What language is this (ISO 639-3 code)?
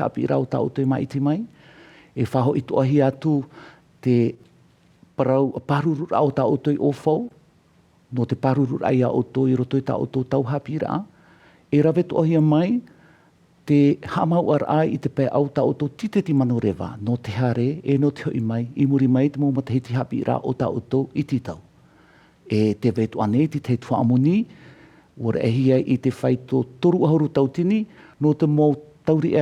tah